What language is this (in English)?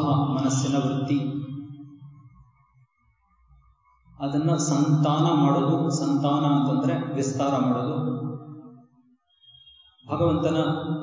Kannada